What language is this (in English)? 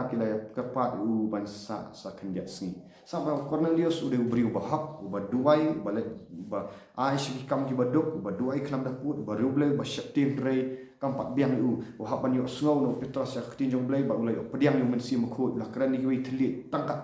Khasi